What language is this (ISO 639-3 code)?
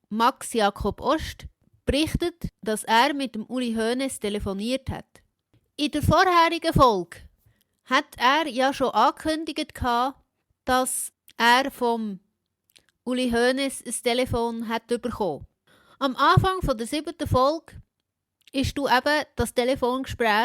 gsw